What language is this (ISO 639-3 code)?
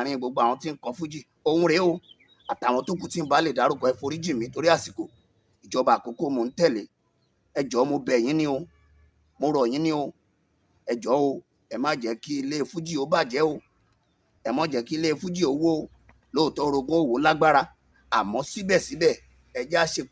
yor